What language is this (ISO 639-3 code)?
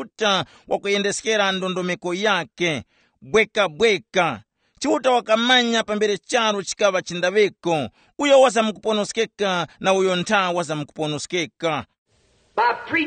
tum